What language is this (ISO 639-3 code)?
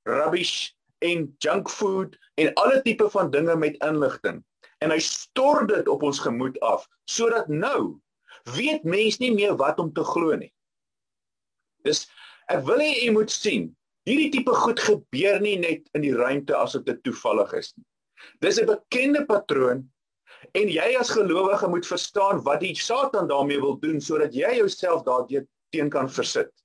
afr